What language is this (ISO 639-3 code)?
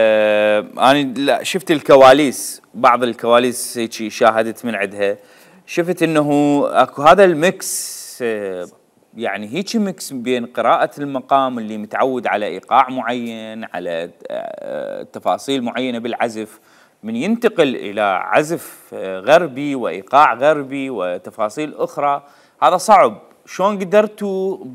acm